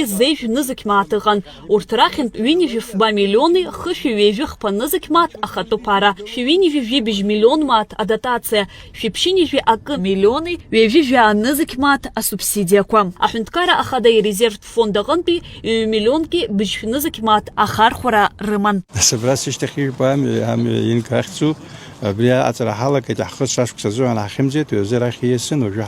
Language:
Abkhazian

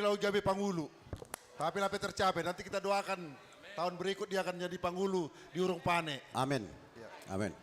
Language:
Batak Simalungun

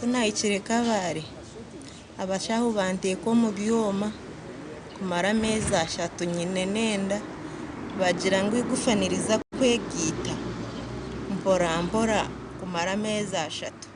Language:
Nyankole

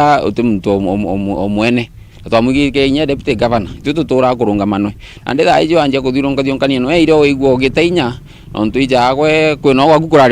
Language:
Meru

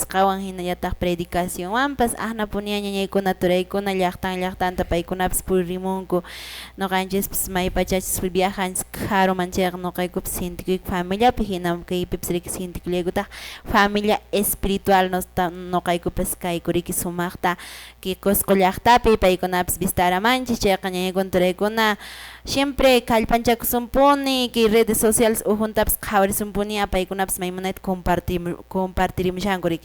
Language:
Quechua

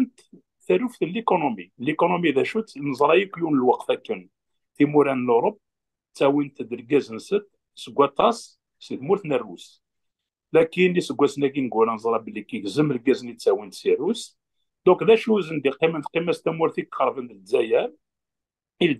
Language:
Kabyle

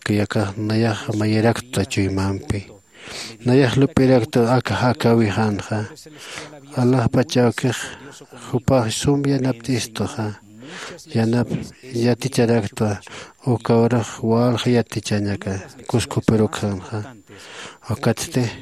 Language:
Aymara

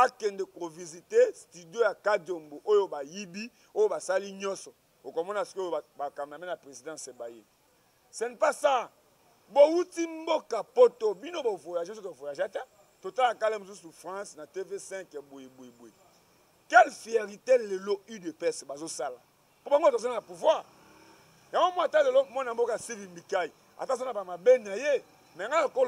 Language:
Lingala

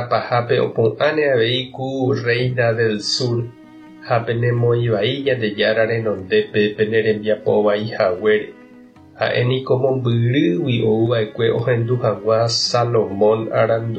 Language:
Guarani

